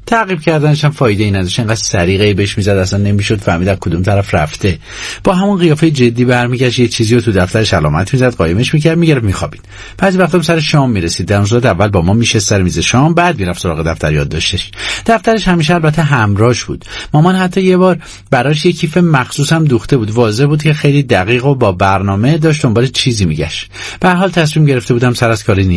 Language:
Persian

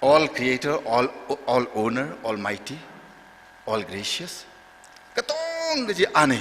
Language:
Tangkhul Naga (India)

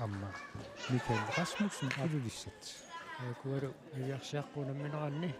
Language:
Kalaallisut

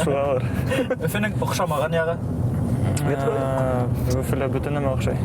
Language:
Bashkir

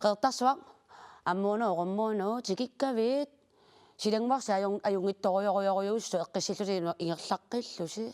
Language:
Kalaallisut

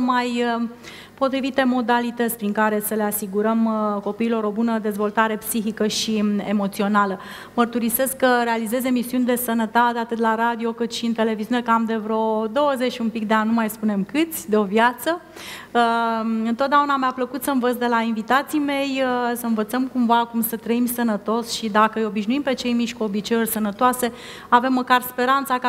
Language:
Romanian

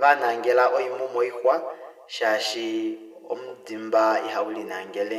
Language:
Kuanyama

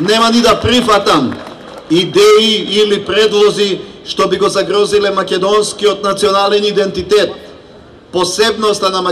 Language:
Macedonian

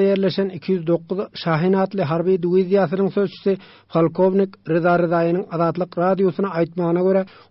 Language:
Turkmen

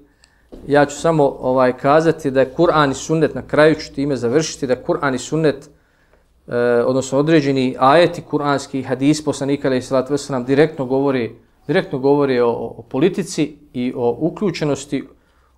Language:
Bosnian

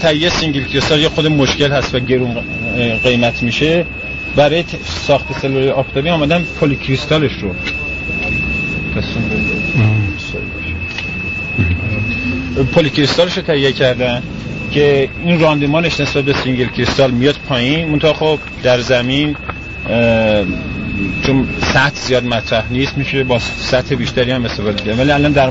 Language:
Persian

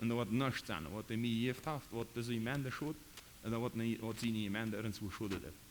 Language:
Plautdietsch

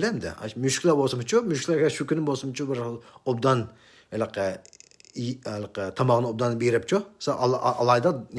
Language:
Uyghur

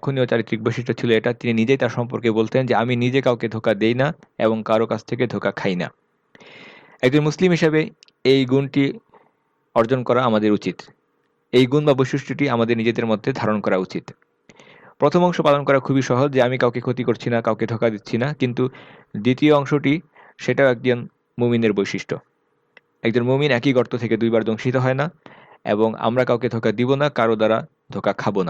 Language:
Bangla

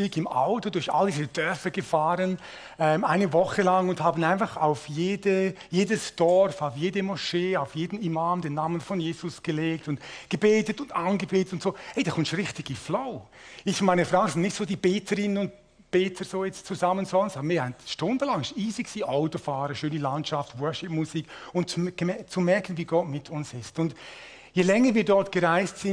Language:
Swiss German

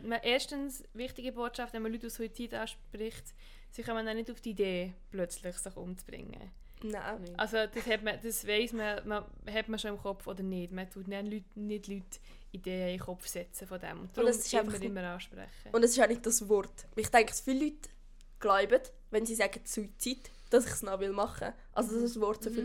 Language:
German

